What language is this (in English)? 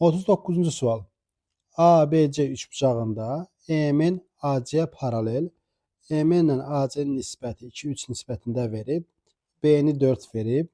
Azerbaijani